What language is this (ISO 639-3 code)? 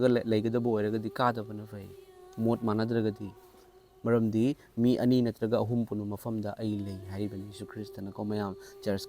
mni